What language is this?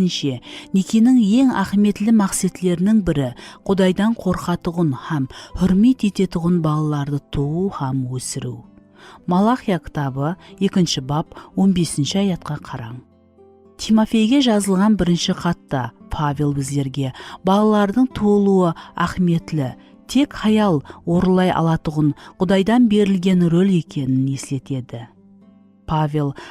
Kara-Kalpak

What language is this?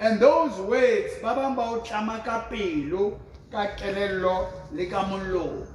Southern Sotho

